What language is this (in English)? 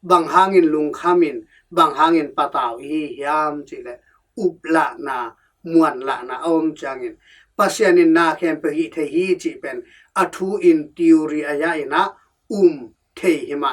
Tedim Chin